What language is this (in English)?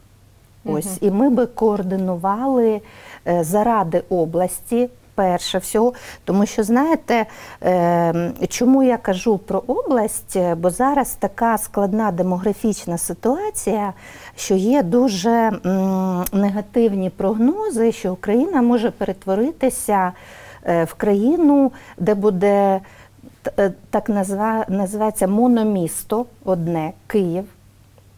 Ukrainian